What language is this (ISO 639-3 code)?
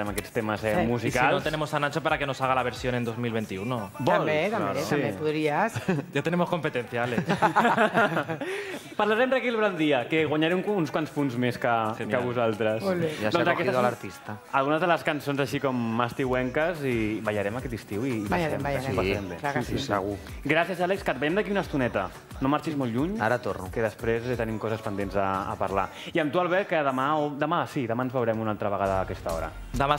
cat